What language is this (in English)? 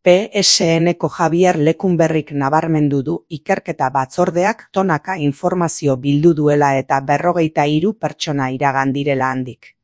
Basque